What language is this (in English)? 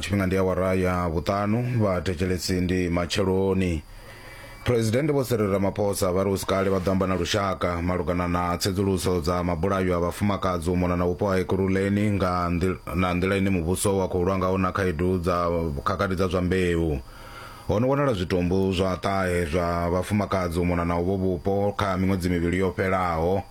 Venda